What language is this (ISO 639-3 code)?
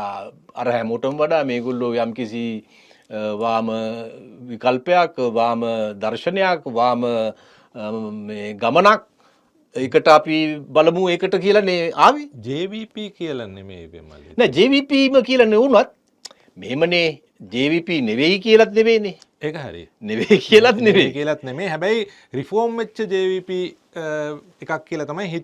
sin